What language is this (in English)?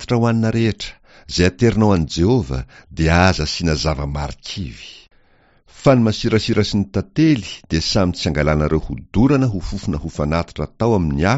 Malagasy